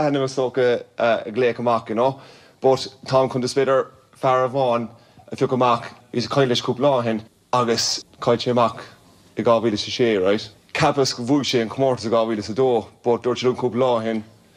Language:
Irish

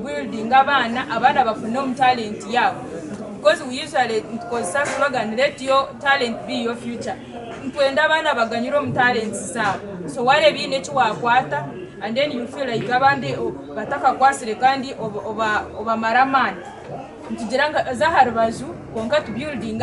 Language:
Nyankole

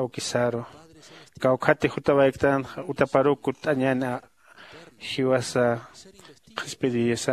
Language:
Aymara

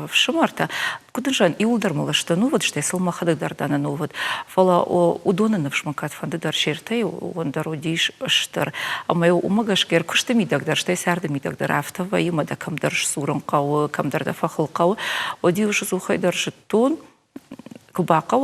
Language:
Ossetic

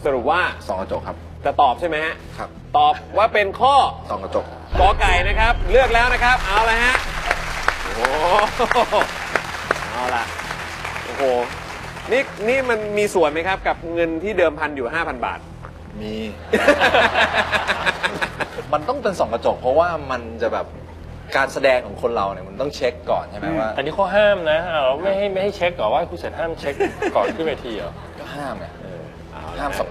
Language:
Thai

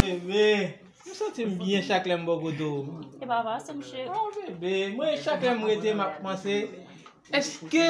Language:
Haitian Creole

